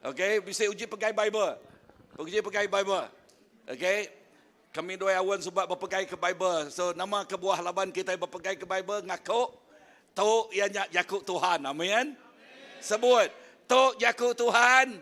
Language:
Iban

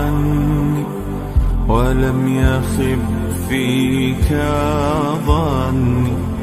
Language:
Persian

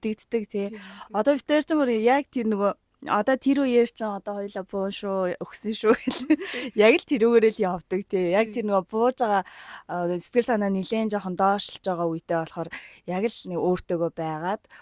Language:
Mongolian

